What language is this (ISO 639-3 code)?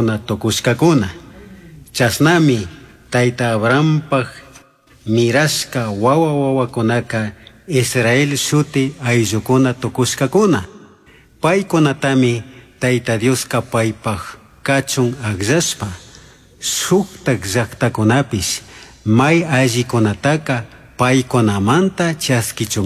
qug